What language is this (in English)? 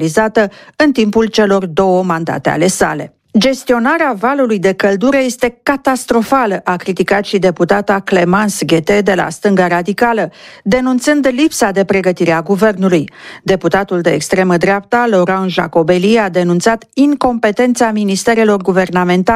Romanian